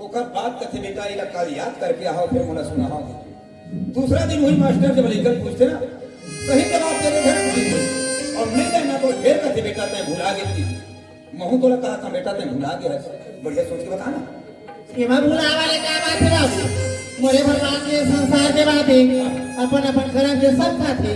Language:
Chhattisgarhi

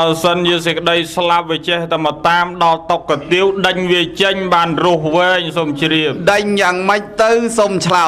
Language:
Khmer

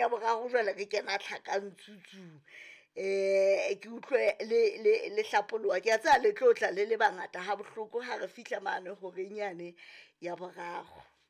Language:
Southern Sotho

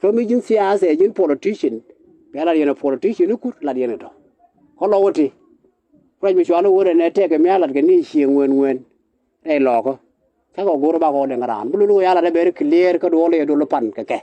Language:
Nuer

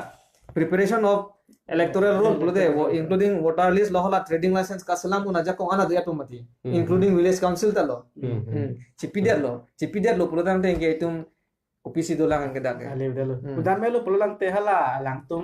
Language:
Karbi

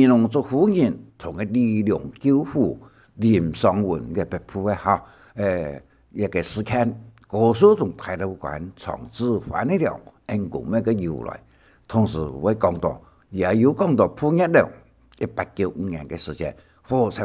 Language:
Hakka Chinese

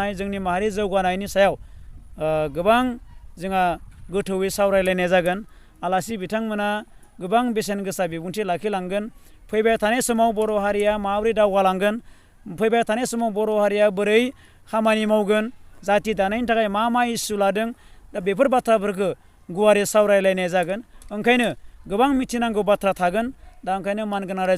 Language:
Bodo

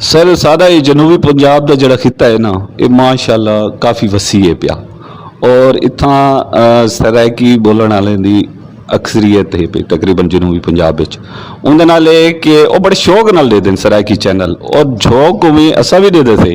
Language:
Saraiki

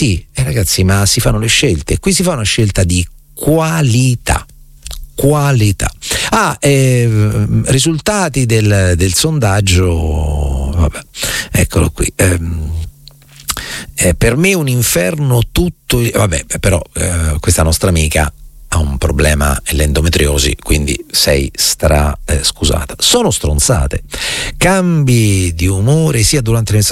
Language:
Italian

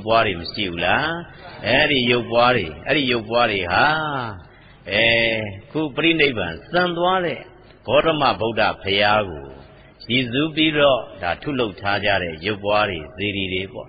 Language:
Burmese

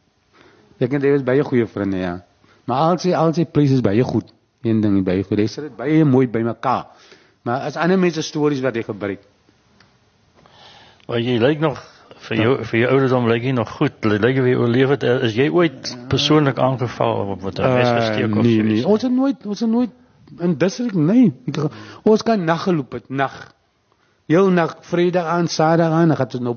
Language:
Afrikaans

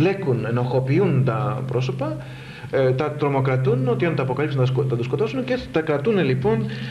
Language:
Greek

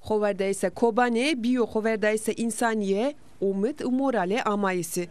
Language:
Zaza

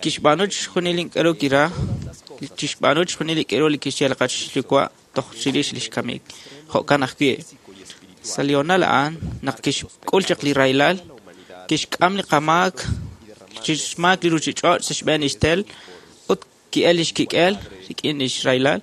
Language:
Kekchí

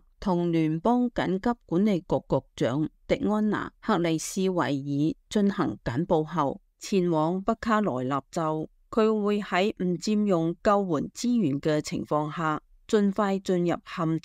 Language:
Cantonese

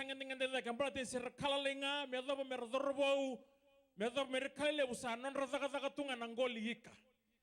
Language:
Fijian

